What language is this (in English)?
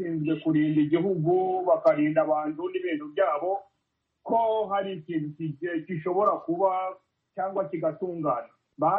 Kinyarwanda